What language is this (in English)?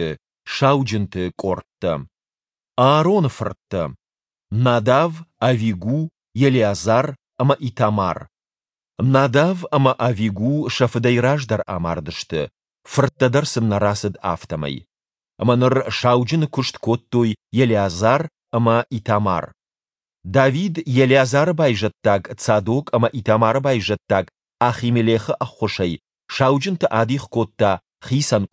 Ossetic